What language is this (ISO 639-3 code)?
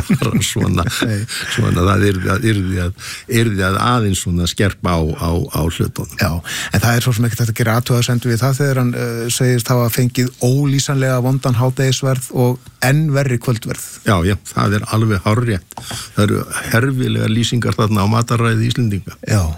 isl